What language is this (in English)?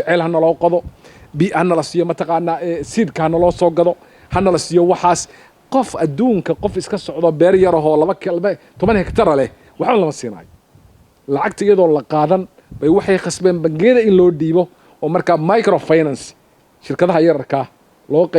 Somali